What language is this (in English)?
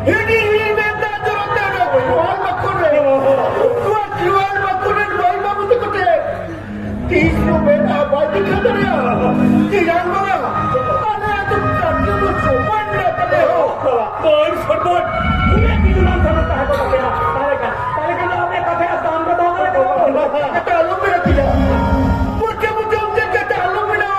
Santali